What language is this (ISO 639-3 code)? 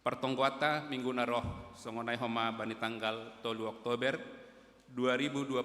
bts